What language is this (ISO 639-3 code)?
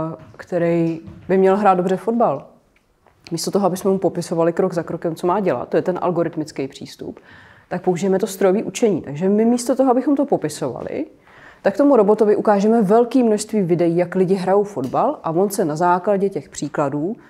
ces